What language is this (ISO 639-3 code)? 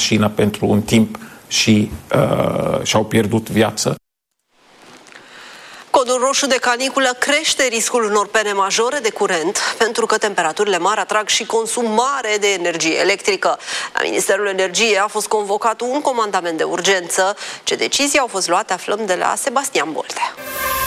ron